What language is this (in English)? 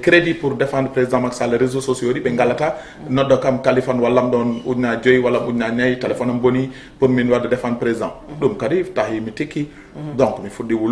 Fula